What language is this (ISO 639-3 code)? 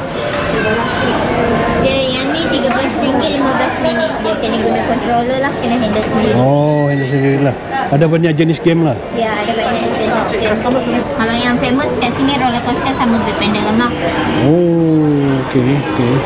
msa